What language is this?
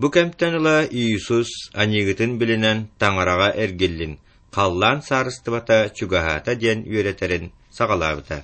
Yakut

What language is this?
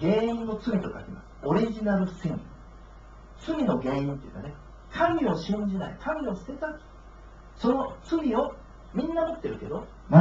Japanese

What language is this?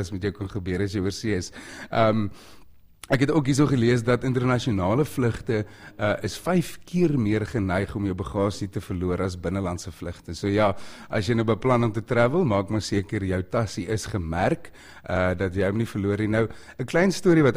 Afrikaans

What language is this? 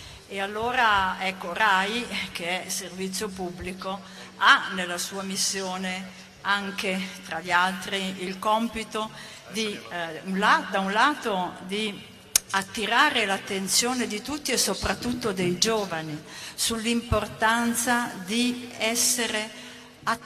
Italian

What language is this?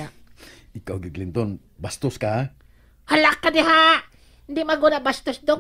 Cebuano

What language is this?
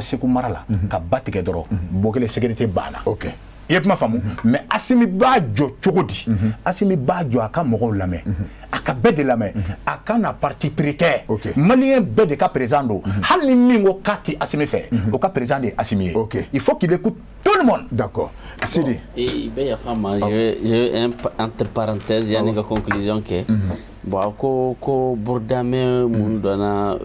Bambara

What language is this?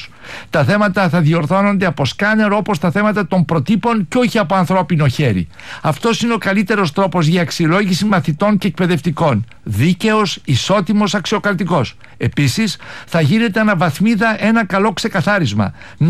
Greek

